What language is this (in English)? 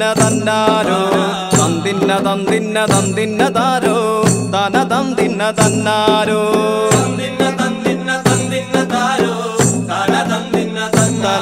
Malayalam